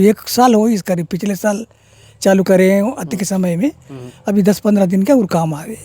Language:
Chhattisgarhi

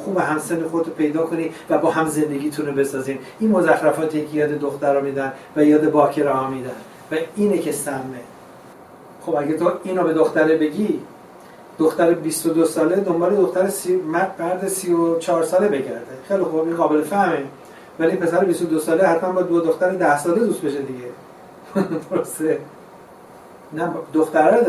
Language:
Persian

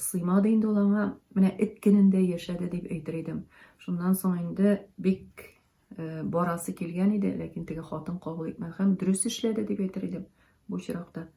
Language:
Tatar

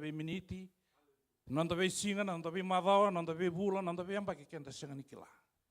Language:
Fijian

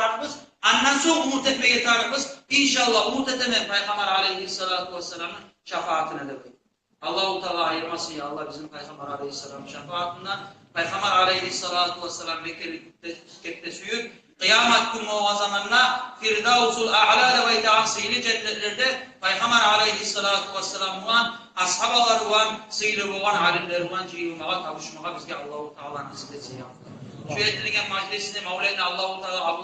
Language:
Kumyk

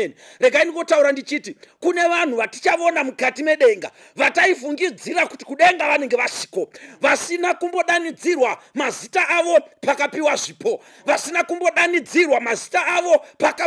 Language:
Shona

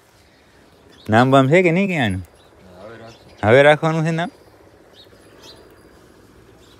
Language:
Gujarati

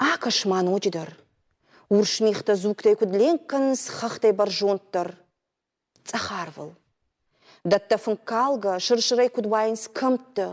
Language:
Ossetic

